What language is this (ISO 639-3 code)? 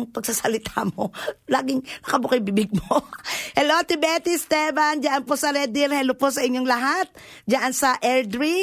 fil